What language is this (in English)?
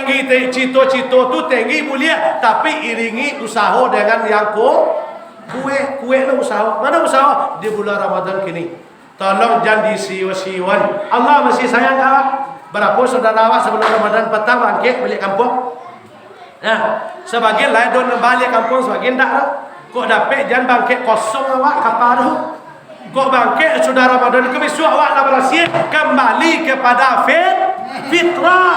Minangkabau